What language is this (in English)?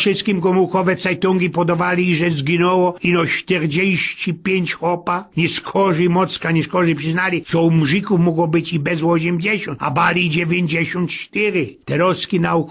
Silesian